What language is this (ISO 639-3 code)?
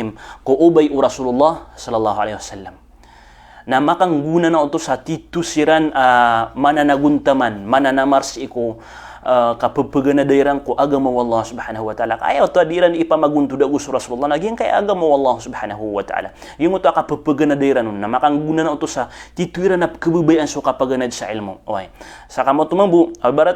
mrw